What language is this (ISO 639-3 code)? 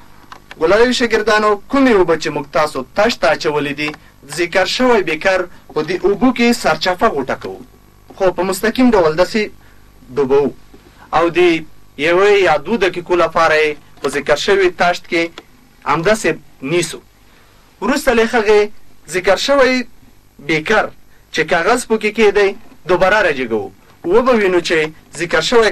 pus